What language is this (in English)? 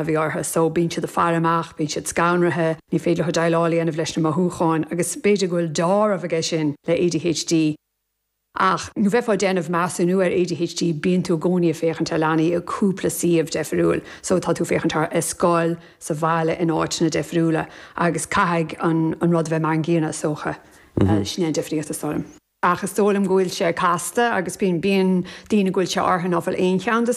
Irish